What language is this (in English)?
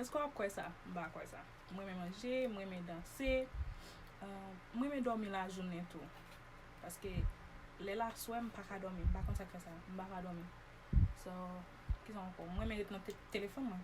Haitian Creole